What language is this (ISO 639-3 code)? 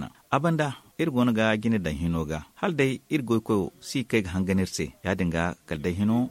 dje